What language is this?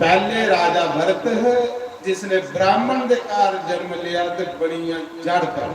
Dogri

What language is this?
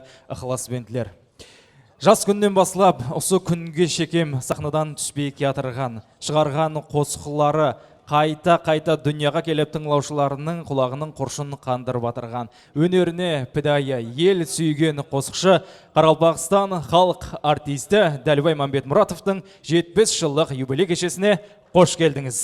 Kara-Kalpak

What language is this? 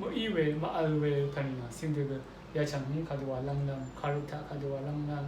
Rawang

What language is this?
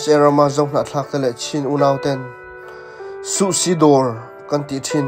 Hakha Chin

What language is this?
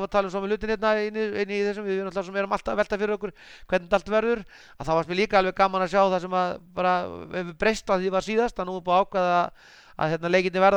Icelandic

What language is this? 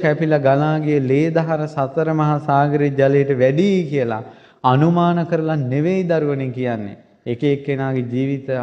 Sinhala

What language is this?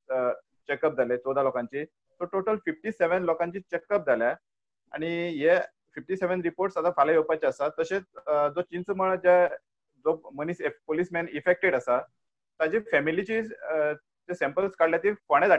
Konkani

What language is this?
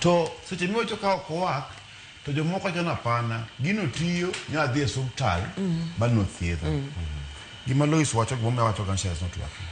Luo (Kenya and Tanzania)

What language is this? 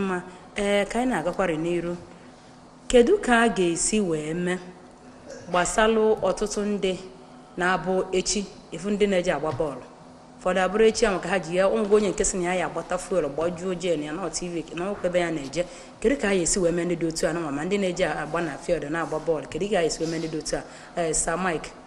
Igbo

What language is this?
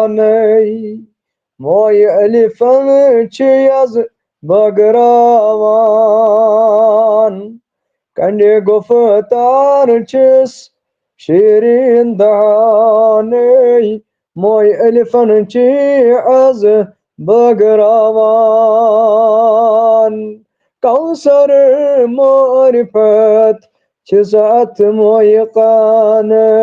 Kashmiri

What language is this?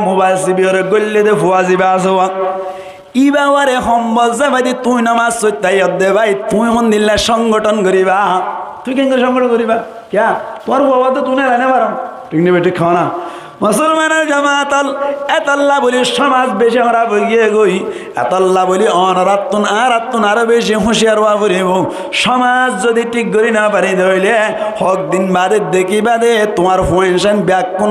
Rohingya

